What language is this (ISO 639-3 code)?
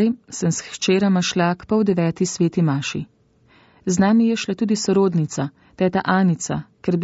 slv